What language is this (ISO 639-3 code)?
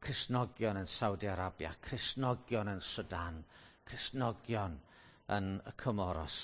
cym